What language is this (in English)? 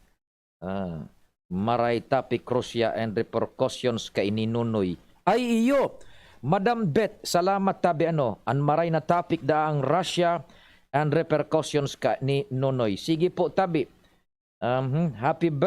Bikol